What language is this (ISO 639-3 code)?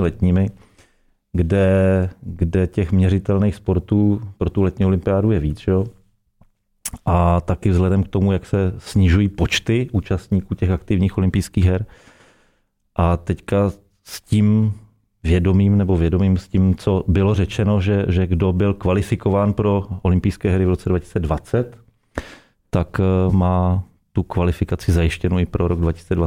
ces